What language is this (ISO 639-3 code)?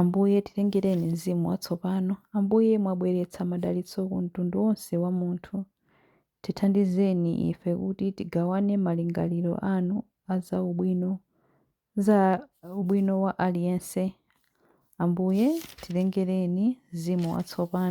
nya